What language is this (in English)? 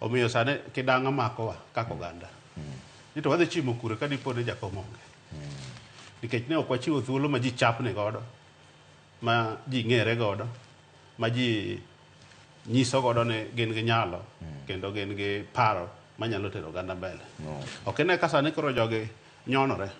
Luo (Kenya and Tanzania)